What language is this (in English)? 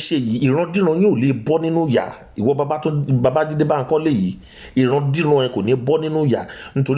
Yoruba